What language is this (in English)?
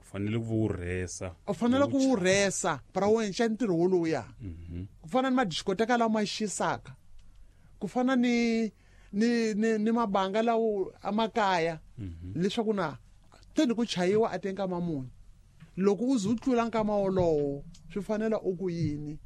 Tsonga